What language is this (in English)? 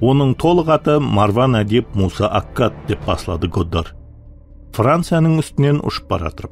Kara-Kalpak